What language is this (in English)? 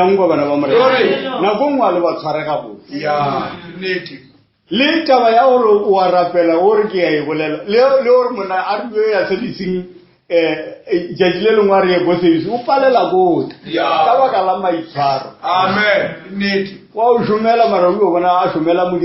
Northern Sotho